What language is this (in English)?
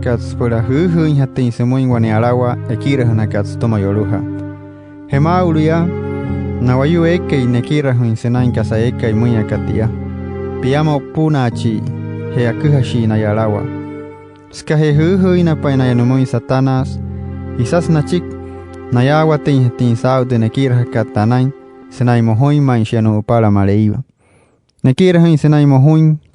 Wayuu